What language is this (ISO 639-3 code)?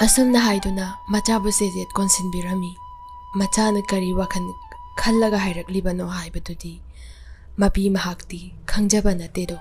mni